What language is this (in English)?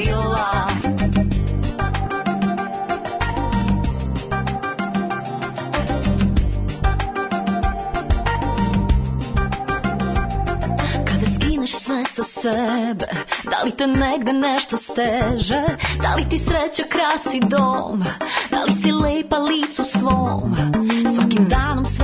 Serbian